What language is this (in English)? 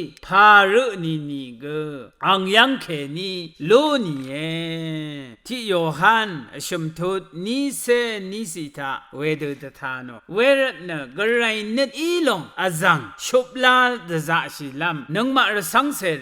Rawang